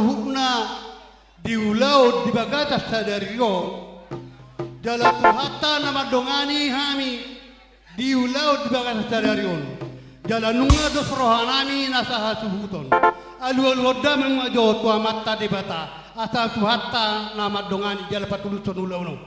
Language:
Batak Toba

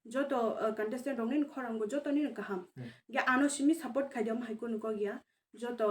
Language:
Kok Borok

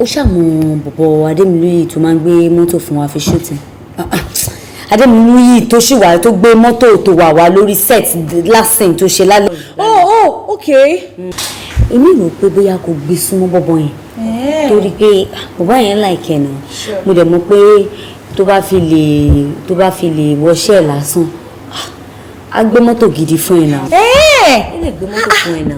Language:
Yoruba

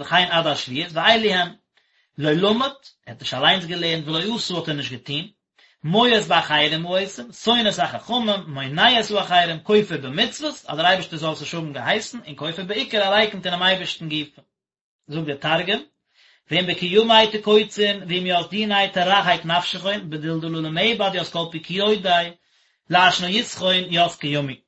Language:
Yiddish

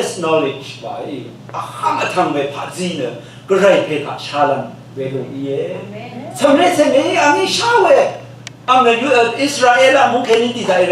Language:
Rawang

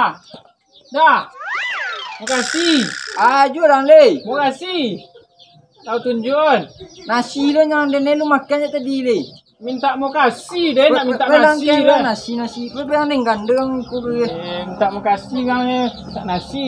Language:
Minangkabau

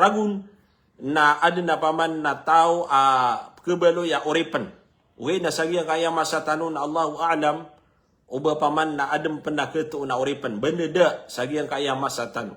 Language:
Maranao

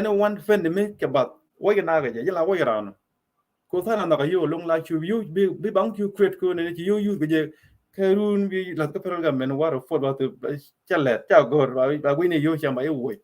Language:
Nuer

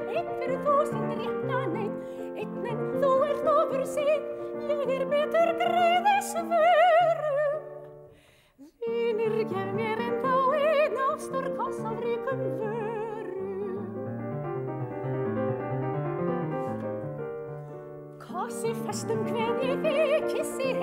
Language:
Icelandic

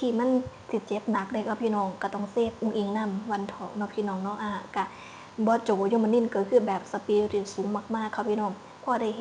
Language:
Northeastern Thai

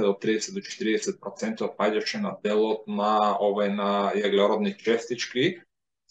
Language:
Macedonian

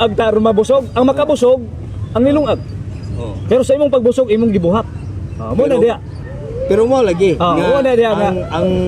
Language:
Cebuano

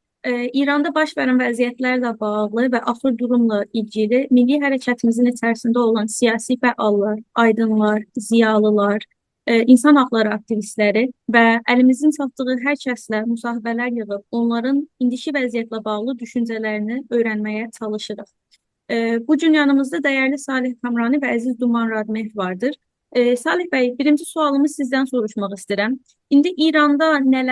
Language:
South Azerbaijani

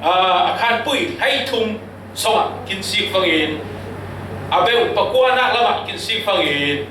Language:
Falam Chin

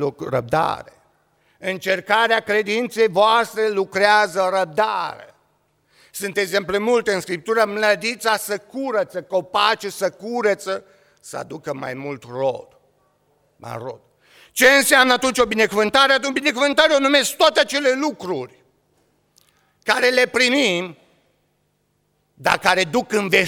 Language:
Romanian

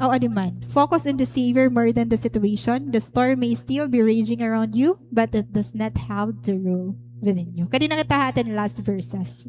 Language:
Waray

